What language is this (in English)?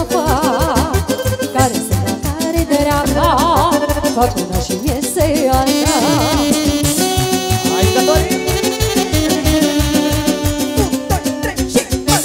Romanian